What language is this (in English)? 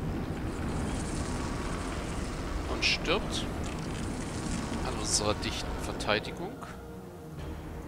German